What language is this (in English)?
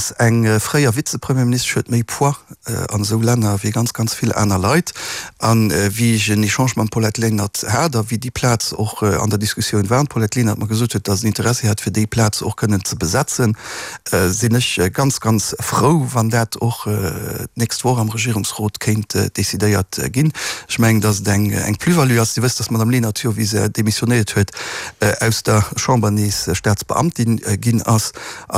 Luxembourgish